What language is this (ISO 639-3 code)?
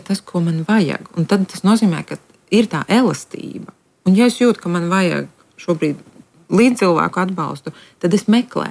lav